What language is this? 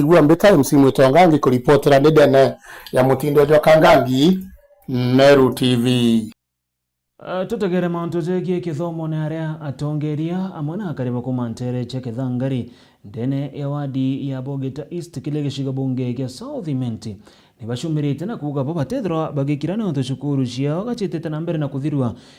Meru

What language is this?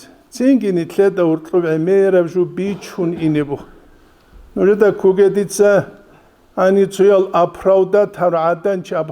Avaric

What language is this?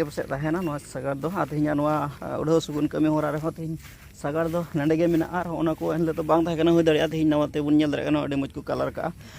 Santali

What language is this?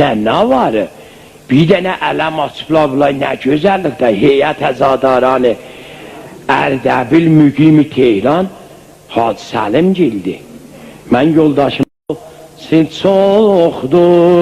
South Azerbaijani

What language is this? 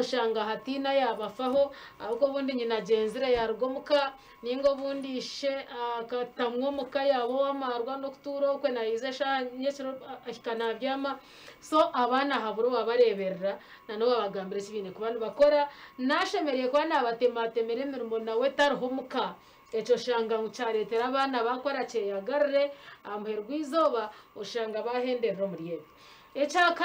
Nyankole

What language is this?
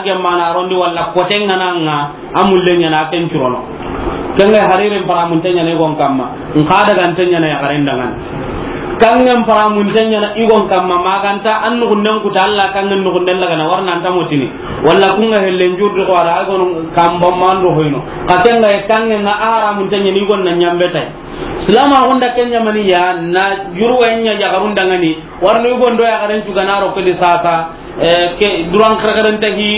Soninke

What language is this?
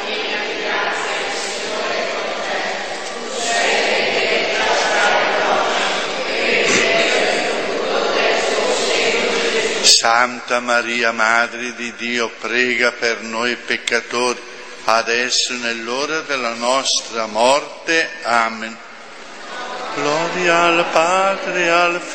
Italian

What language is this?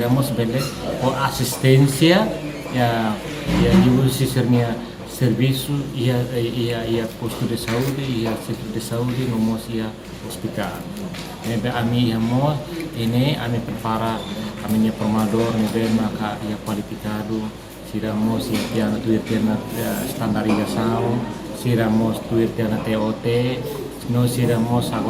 Tetum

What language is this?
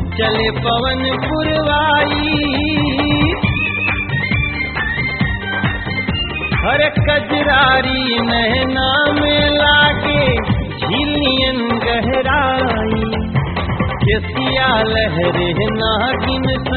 Bhojpuri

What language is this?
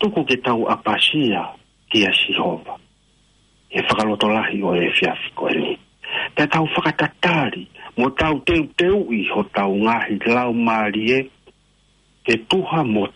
Tongan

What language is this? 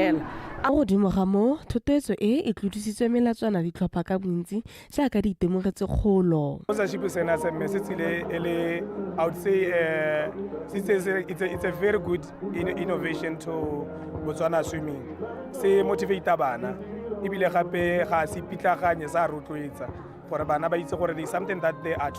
Tswana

